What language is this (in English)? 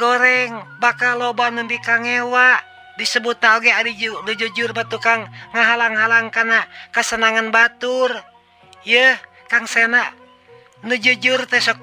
Sundanese